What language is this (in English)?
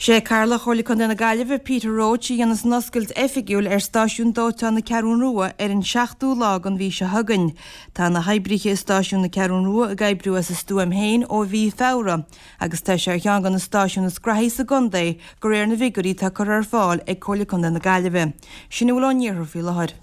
Irish